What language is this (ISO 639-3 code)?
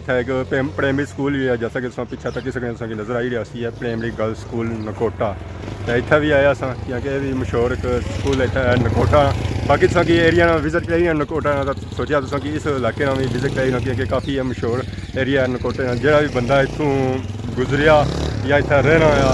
phr